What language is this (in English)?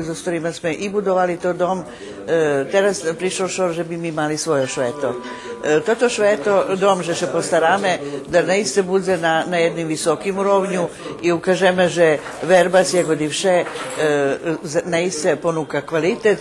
Rusyn